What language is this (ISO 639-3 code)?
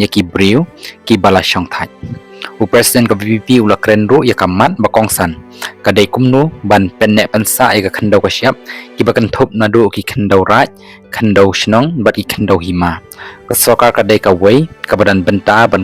kha